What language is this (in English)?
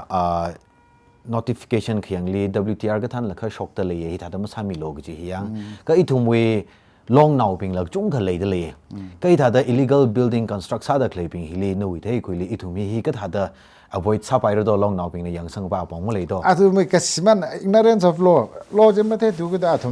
Tangkhul Naga (India)